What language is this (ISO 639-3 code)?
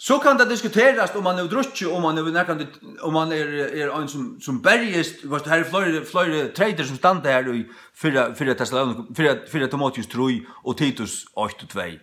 fao